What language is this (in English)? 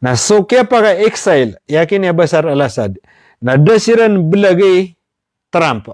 Maranao